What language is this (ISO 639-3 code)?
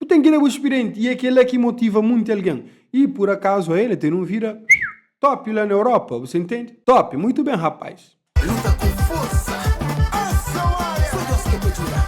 kea